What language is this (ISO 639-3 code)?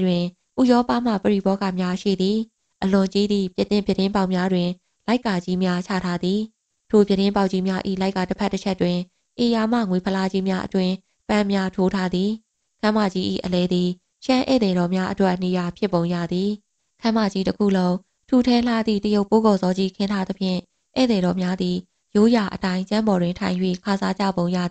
mya